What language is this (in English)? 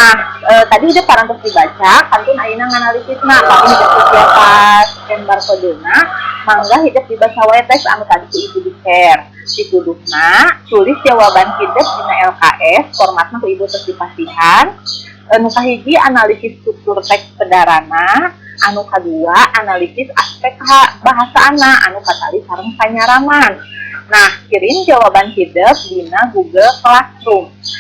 Sundanese